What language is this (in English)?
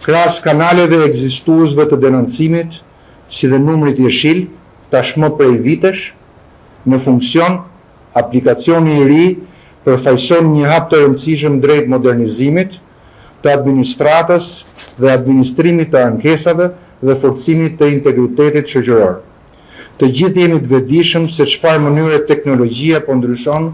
Albanian